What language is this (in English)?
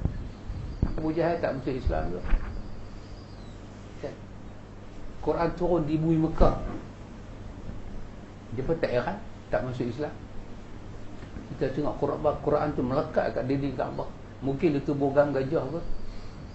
Malay